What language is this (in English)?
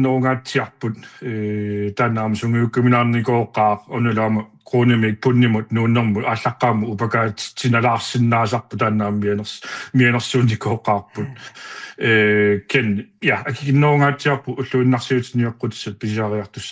Kalaallisut